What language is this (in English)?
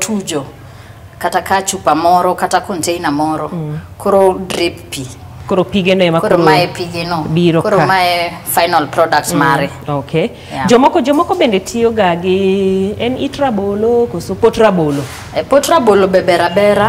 Luo (Kenya and Tanzania)